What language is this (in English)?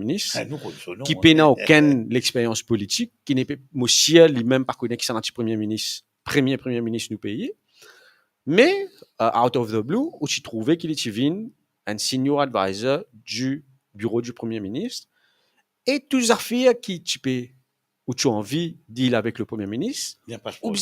Morisyen